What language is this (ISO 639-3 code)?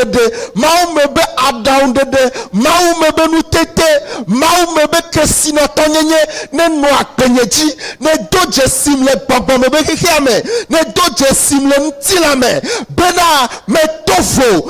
ewe